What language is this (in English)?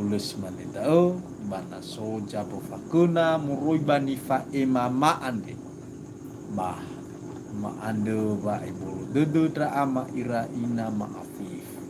Nias